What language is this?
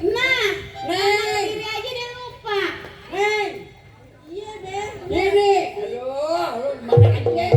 Betawi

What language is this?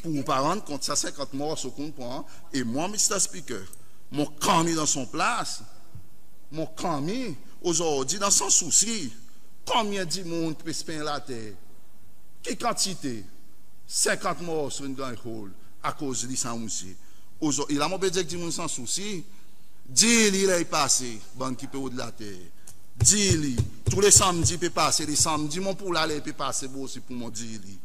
Seselwa Creole French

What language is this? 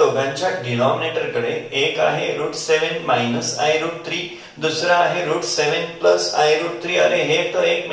Marathi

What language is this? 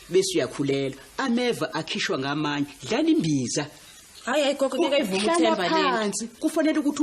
Zulu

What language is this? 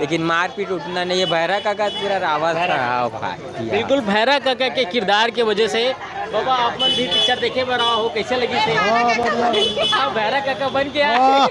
Chhattisgarhi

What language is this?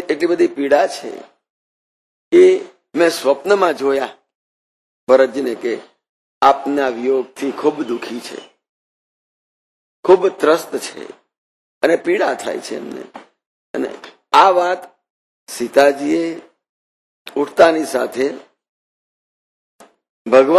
Gujarati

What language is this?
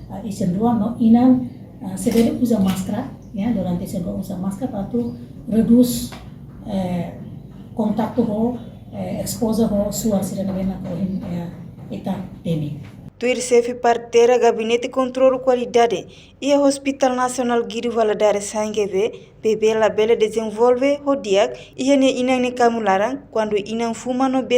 Tetum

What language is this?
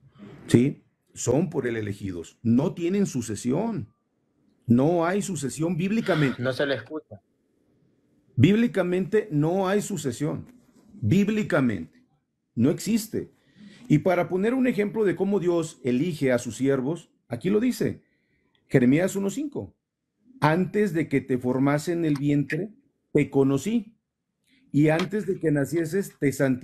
Spanish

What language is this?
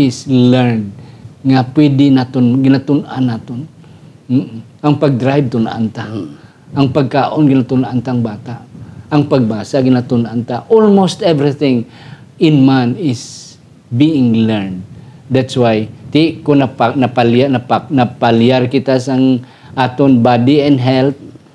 Hiligaynon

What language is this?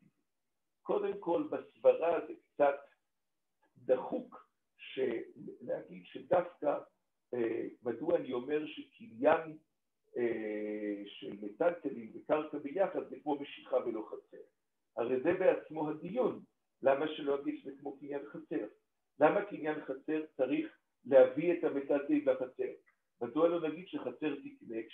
Hebrew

